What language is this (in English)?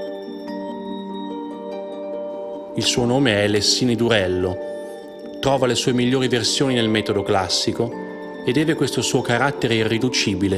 Italian